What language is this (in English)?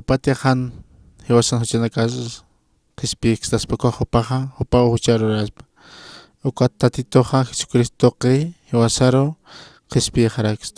Aymara